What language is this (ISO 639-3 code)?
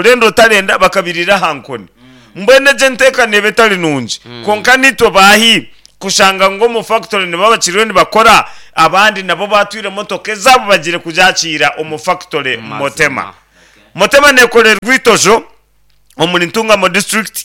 nyn